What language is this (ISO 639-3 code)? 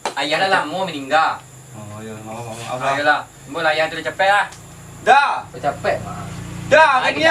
min